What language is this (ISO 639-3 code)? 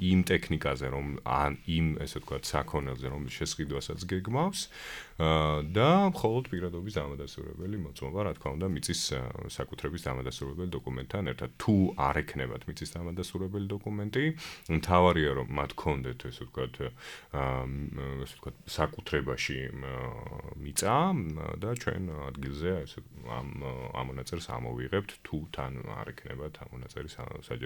kat